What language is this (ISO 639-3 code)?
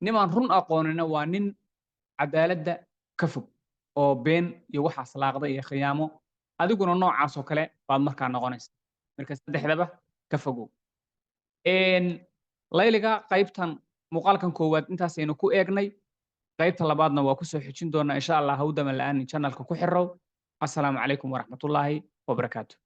som